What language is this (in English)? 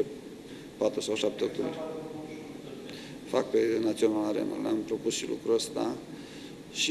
Romanian